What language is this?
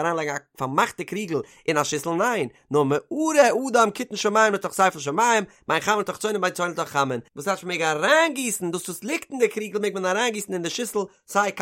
Yiddish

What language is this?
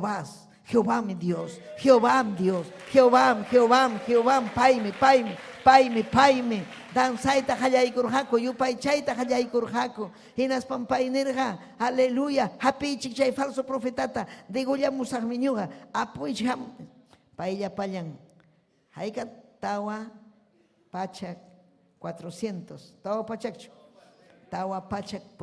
Ayacucho Quechua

